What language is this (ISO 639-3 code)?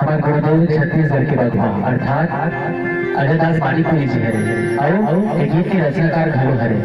hne